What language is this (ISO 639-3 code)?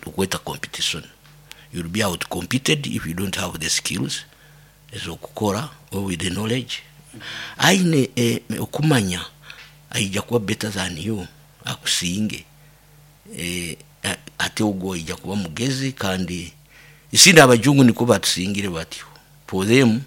nyo